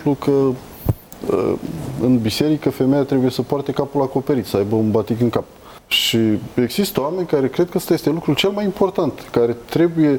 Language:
Romanian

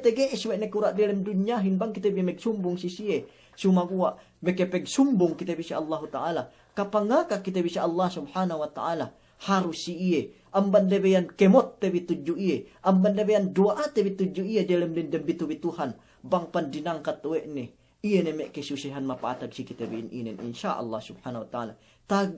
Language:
Yakan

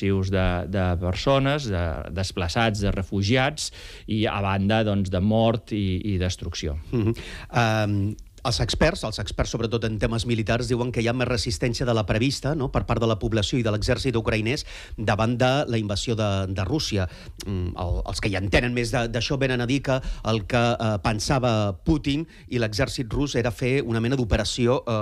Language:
Catalan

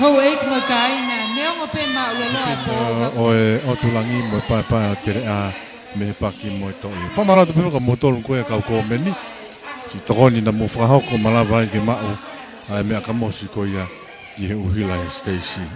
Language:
Tongan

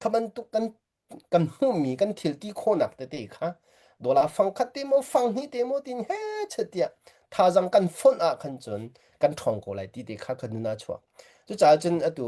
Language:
Hakha Chin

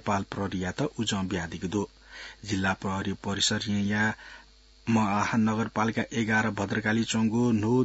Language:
Newari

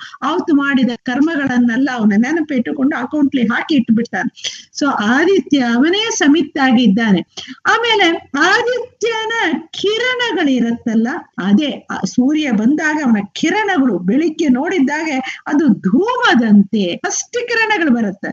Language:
Kannada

